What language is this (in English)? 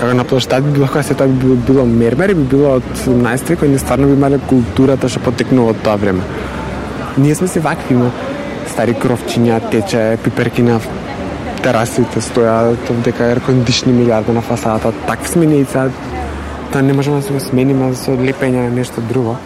Macedonian